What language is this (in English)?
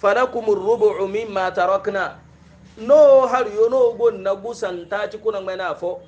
Hausa